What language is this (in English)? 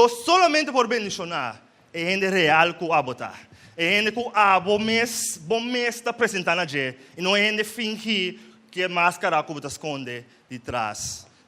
Papiamento